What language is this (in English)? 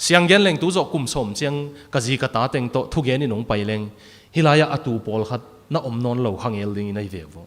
Tedim Chin